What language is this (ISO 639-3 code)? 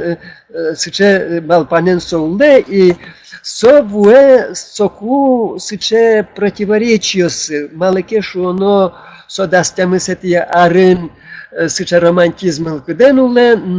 udm